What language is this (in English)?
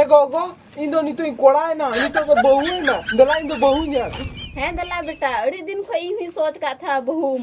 Santali